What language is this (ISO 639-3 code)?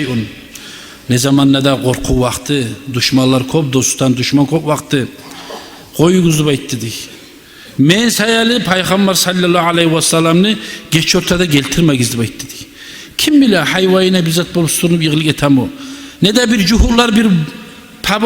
kum